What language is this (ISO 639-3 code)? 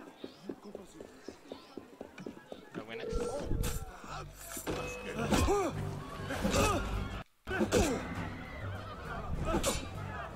spa